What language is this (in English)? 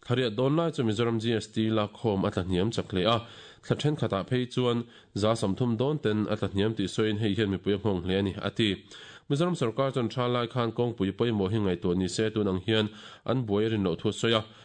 Mizo